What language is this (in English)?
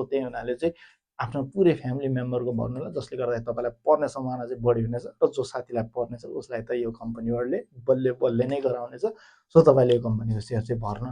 Nepali